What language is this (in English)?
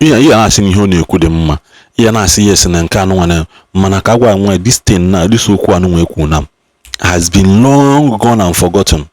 Igbo